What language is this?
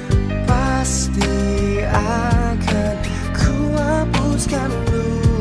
Indonesian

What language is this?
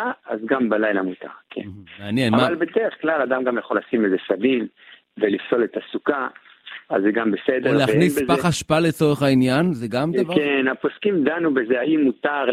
Hebrew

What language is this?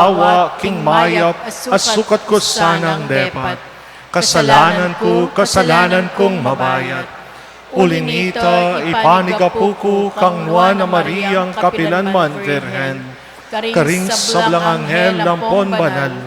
Pampanga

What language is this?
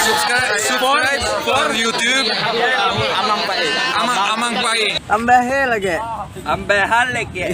Banjar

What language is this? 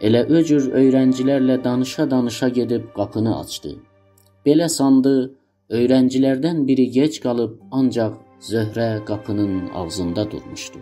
South Azerbaijani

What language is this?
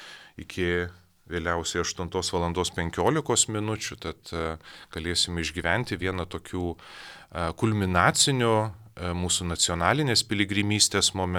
Lithuanian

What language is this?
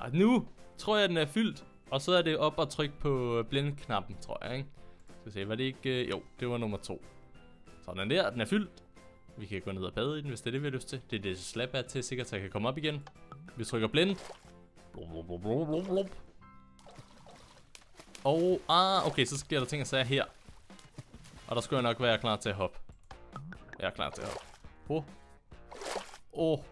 Danish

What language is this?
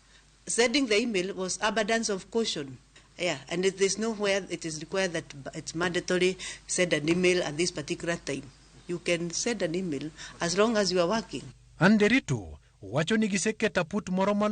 Luo (Kenya and Tanzania)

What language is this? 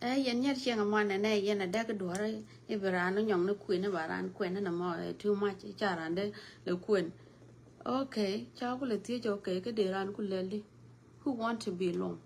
Nuer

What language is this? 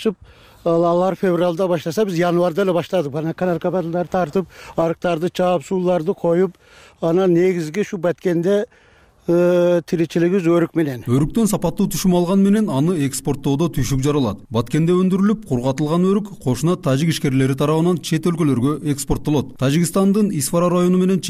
Kyrgyz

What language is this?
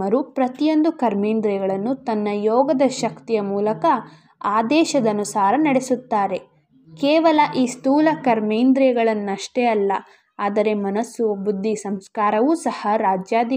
Kannada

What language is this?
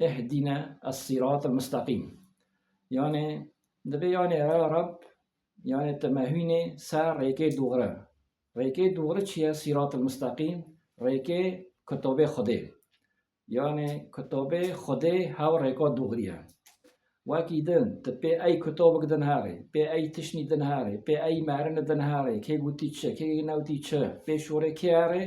Kurdish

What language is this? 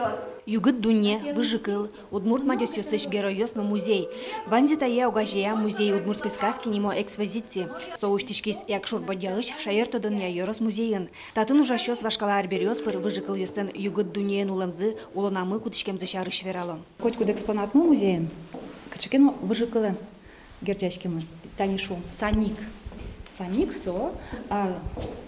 Udmurt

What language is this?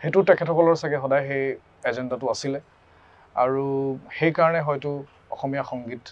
Assamese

